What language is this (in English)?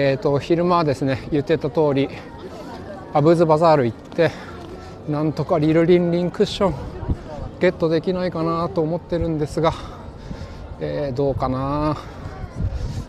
Japanese